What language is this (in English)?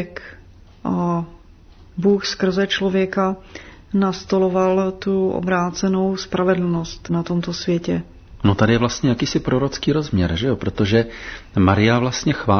Czech